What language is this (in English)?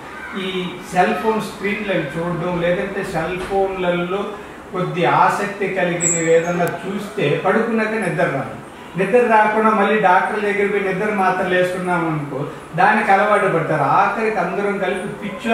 Telugu